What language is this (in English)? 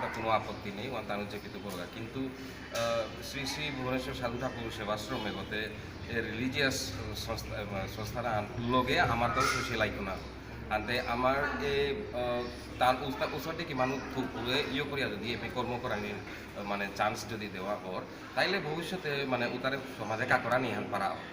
Bishnupriya